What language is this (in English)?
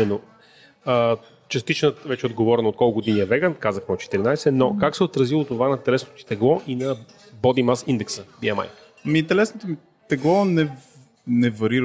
Bulgarian